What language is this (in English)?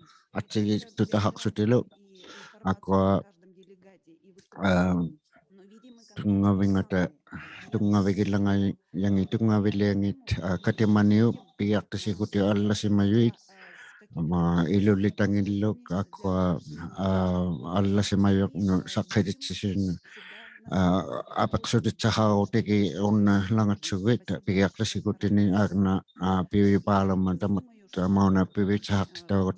Inuktitut